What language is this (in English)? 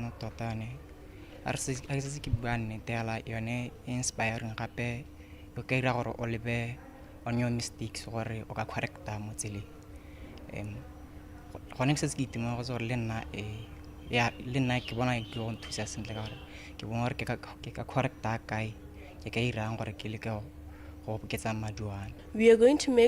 Tswana